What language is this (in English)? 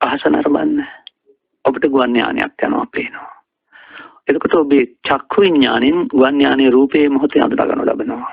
Sinhala